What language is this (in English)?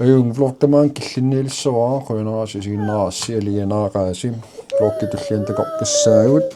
Kalaallisut